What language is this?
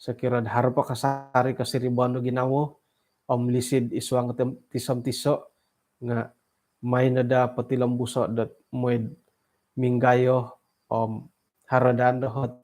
Central Dusun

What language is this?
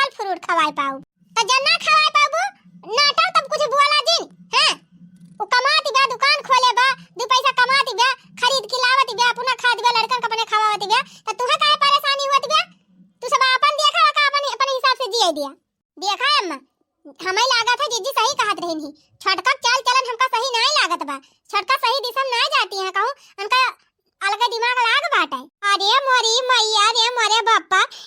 Awadhi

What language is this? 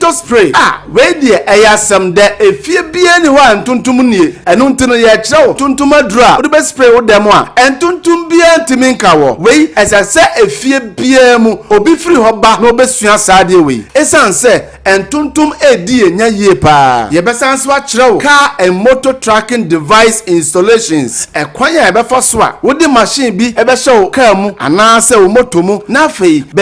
Akan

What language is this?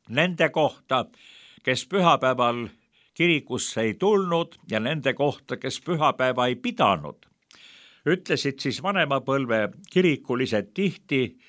Estonian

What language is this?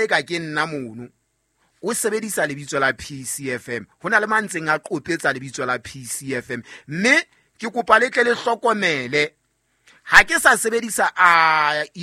Southern Sotho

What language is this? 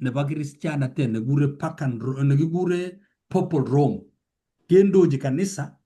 Kalenjin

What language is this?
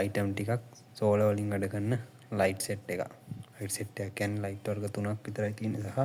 Sinhala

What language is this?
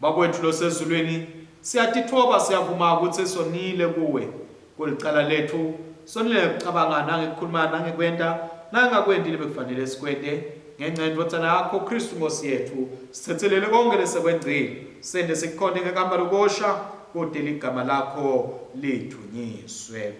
Swati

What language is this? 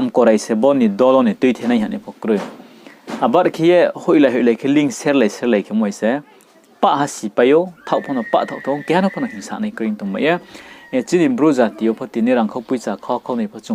Riang (India)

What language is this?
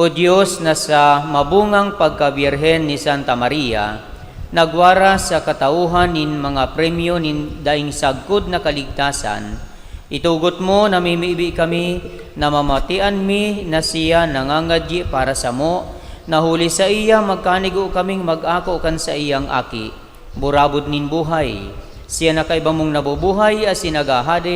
Bikol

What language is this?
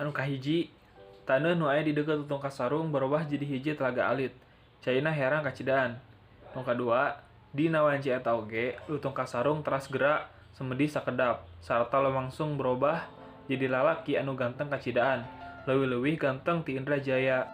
Sundanese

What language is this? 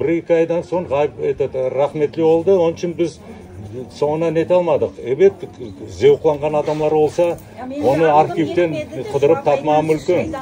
Crimean Tatar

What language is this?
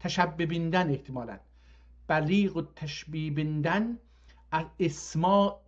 South Azerbaijani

